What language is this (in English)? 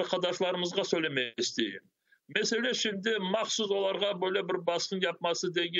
Crimean Tatar